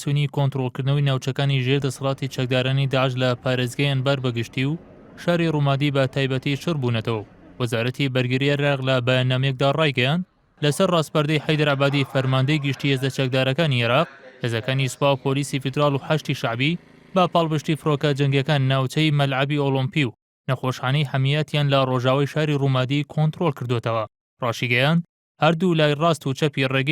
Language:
Central Kurdish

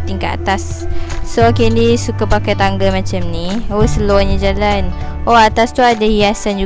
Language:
Malay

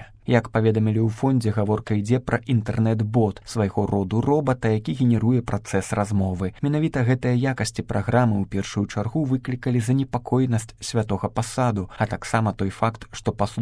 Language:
Belarusian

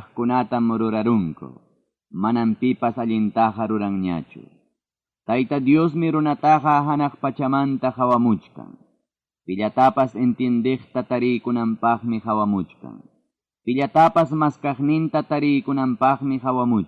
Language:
Ayacucho Quechua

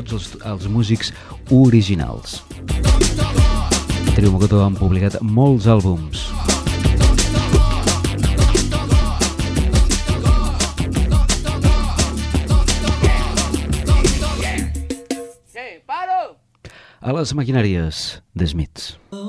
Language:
Catalan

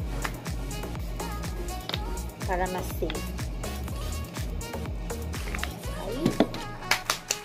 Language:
Filipino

